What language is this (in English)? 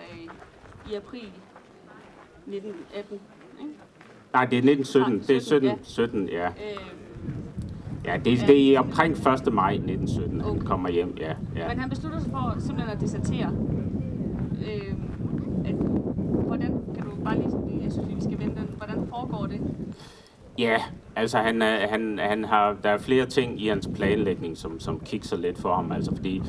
Danish